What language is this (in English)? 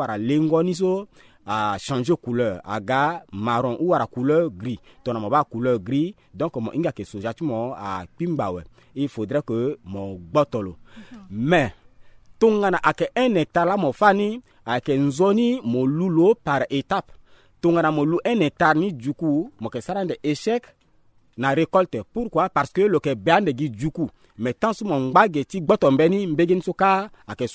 Sango